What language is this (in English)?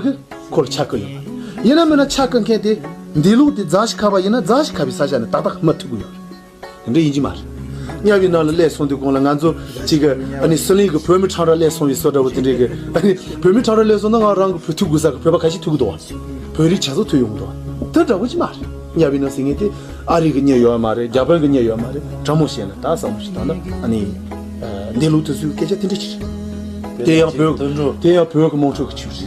Tibetan